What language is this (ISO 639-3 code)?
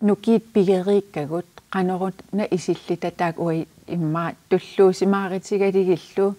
kal